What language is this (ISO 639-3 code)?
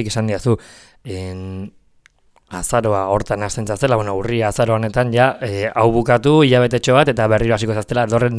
eus